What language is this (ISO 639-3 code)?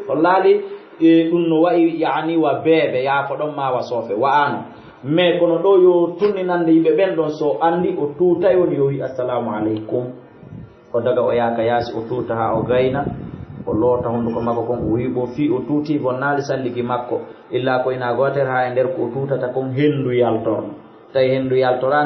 ful